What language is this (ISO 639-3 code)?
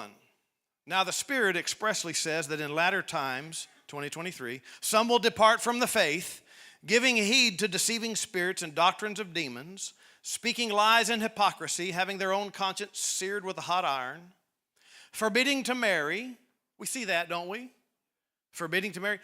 eng